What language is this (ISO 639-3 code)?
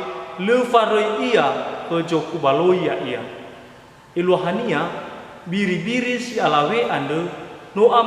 nia